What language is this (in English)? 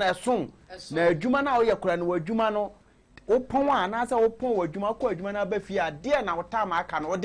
Akan